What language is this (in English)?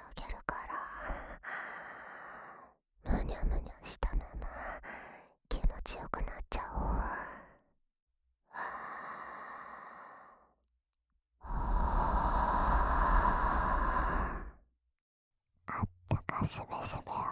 Japanese